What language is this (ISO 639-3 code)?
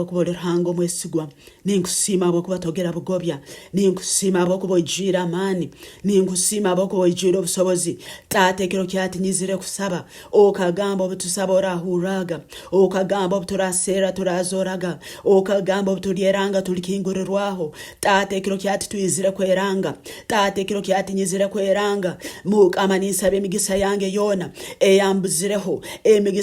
nyn